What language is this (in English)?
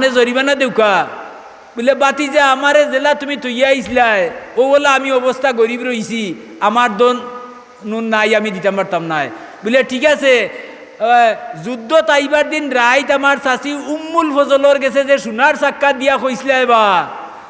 Sylheti